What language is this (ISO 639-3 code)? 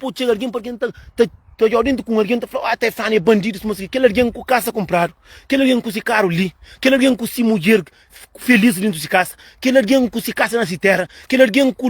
kea